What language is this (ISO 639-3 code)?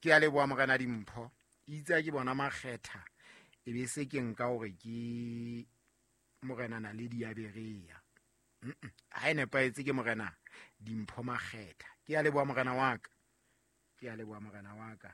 sot